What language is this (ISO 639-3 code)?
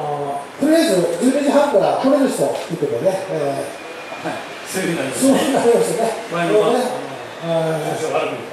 jpn